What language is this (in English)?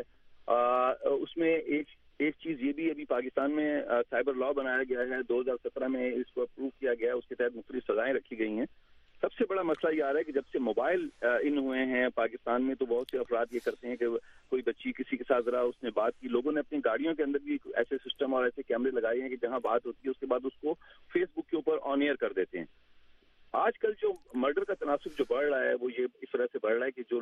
Urdu